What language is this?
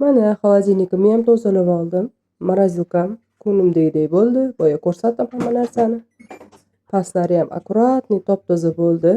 Uzbek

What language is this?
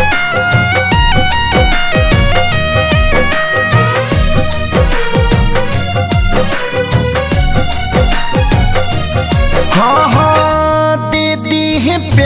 Bhojpuri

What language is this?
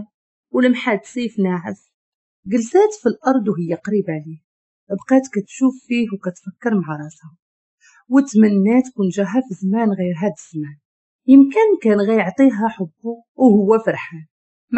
Moroccan Arabic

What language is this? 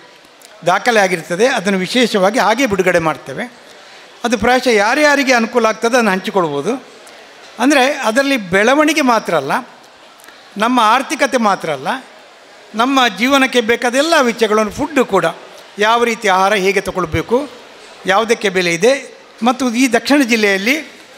Kannada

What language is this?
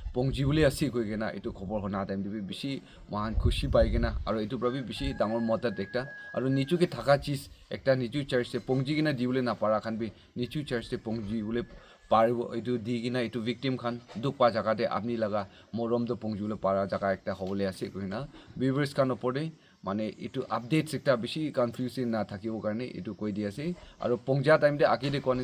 Naga Pidgin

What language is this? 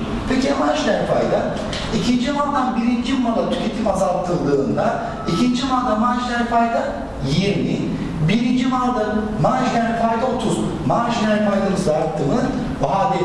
Turkish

